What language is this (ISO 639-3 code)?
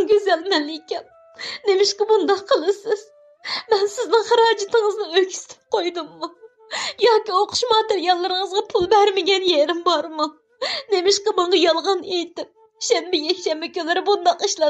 uig